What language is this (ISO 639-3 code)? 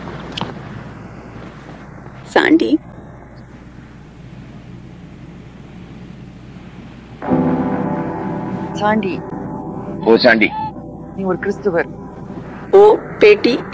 tam